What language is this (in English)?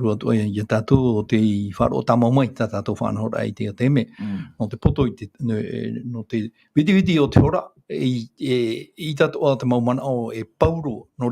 Tahitian